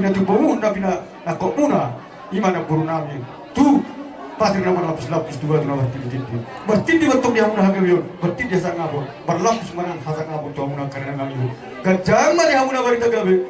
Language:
Batak Toba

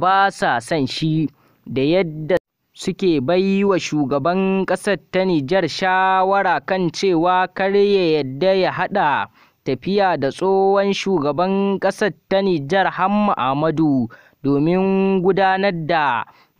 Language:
Hausa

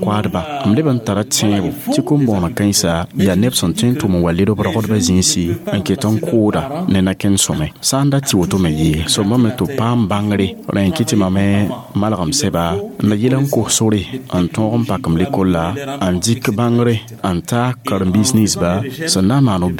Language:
Mossi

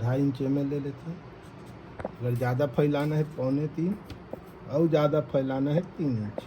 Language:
Chhattisgarhi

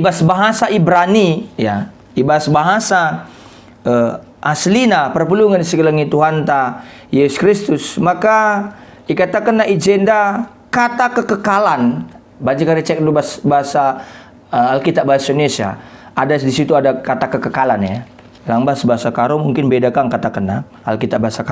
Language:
Batak Karo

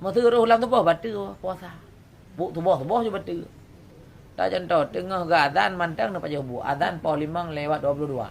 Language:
Achinese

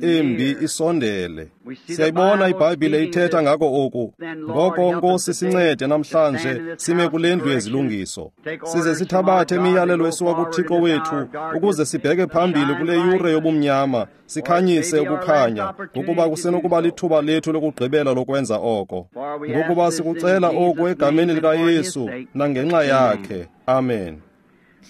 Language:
Xhosa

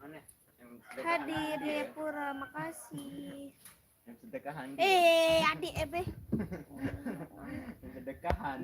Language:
Sasak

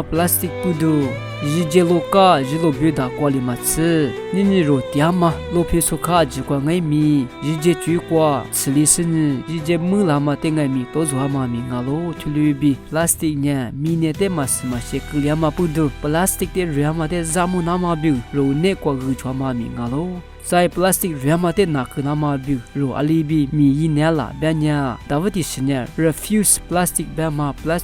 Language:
Lisu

